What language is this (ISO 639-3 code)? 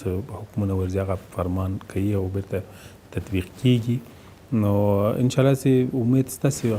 pus